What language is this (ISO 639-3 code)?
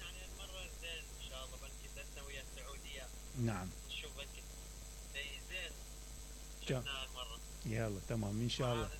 acm